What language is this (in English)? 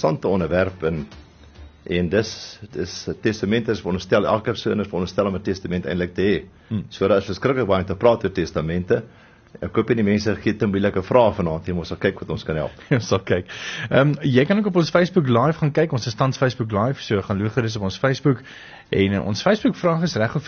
Afrikaans